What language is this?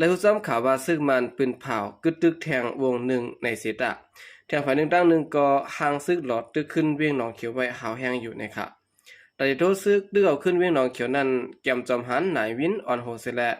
Shan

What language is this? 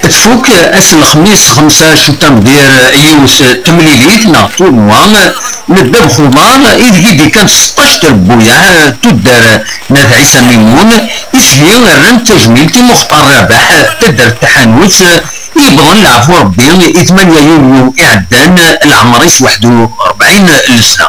Kabyle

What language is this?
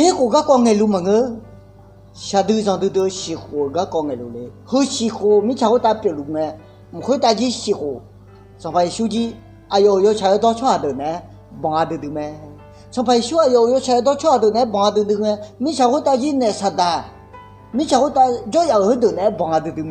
Akha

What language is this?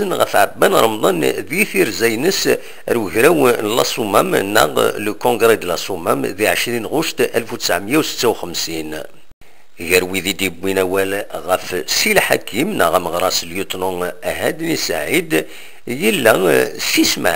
Kabyle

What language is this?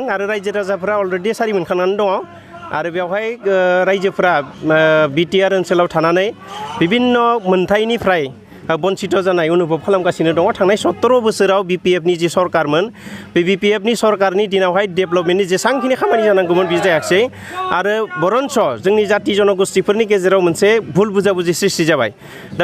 Bodo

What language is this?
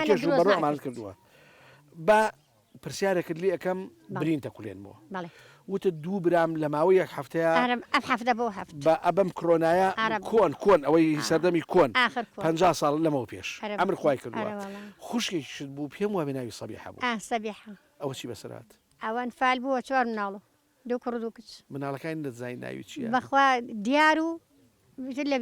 Central Kurdish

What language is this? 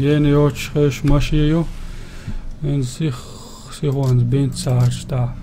Chechen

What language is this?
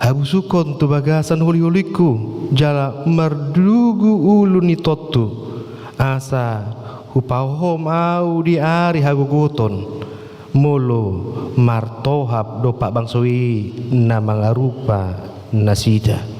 Batak Toba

